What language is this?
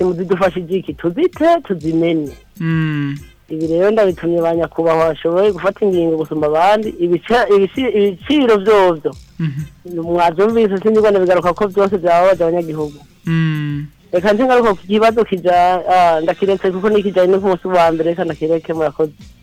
Rundi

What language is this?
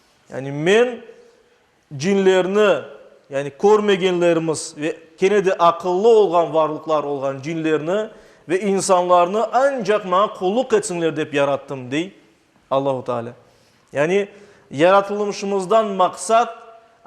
Crimean Tatar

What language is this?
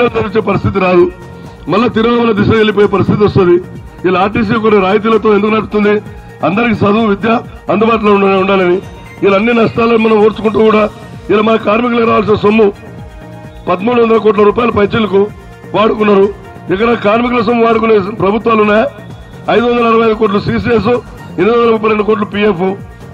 Telugu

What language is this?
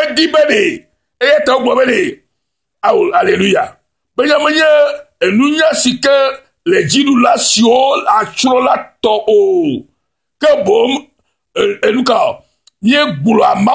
Ewe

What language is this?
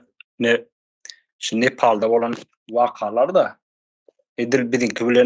Turkmen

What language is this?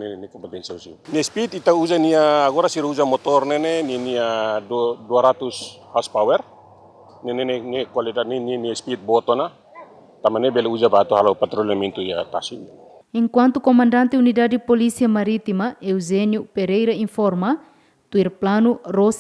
Tetum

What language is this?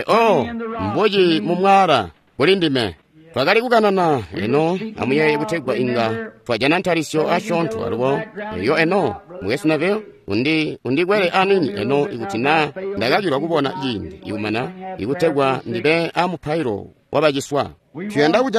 Tonga (Zambia)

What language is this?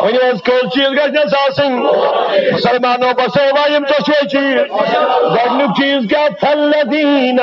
Kashmiri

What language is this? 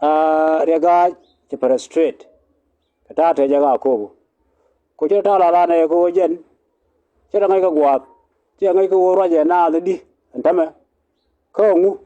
Nuer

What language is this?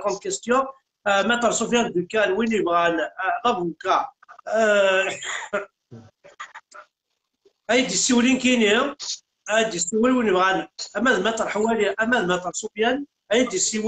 Kabyle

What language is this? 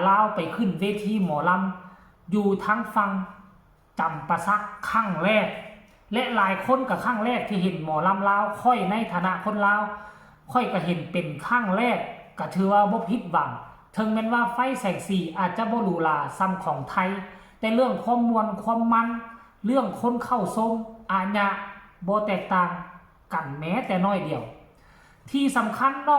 Lao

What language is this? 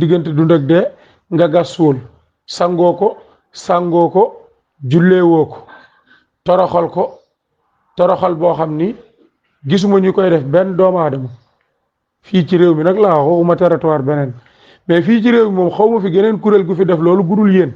Wolof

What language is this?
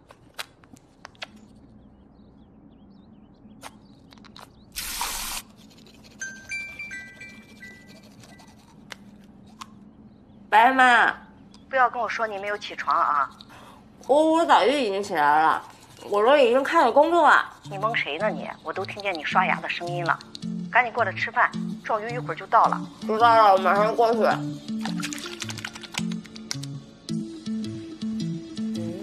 Chinese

